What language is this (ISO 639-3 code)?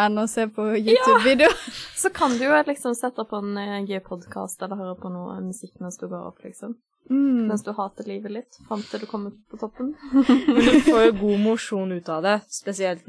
nor